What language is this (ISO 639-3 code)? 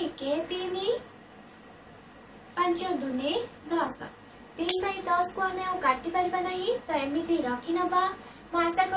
ori